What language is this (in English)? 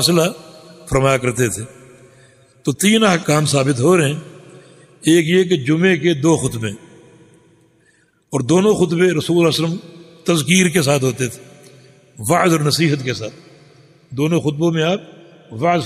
Urdu